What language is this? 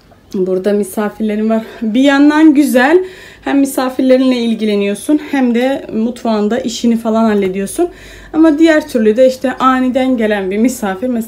Turkish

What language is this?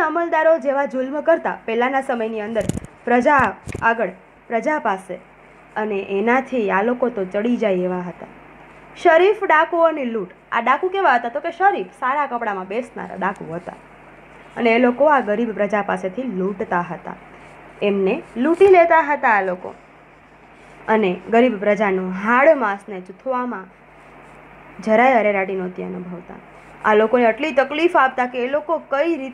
Gujarati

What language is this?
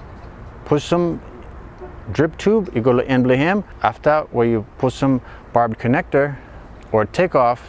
Bislama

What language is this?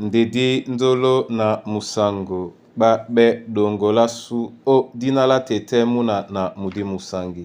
Duala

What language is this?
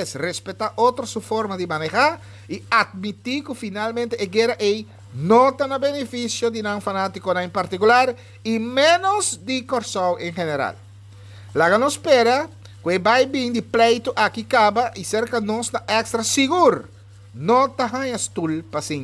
Papiamento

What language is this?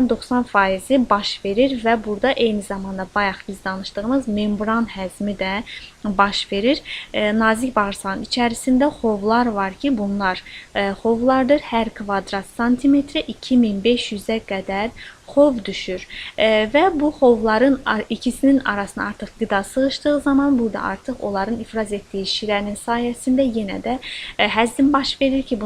Azerbaijani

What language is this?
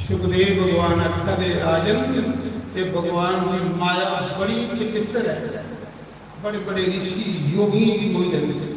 Dogri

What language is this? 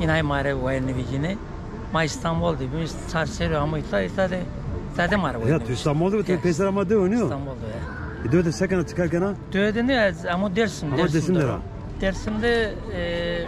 Zaza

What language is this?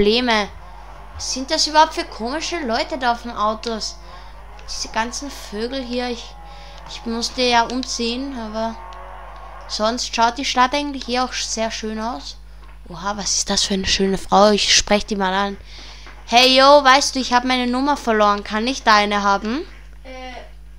German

